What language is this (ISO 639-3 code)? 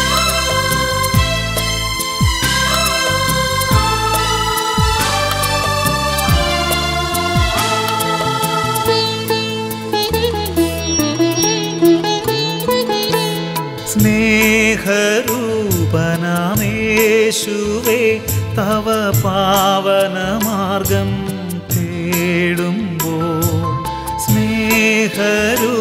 mal